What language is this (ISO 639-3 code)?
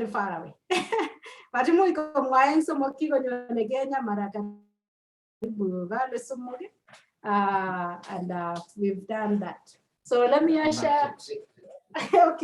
kln